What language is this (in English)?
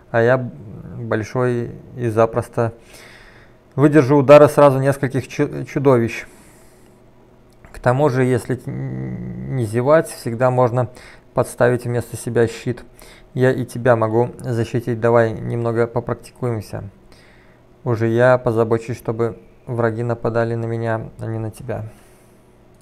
Russian